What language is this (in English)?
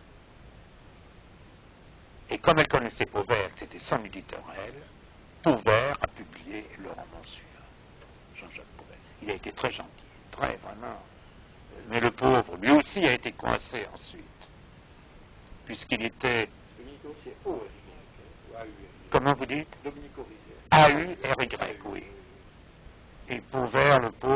French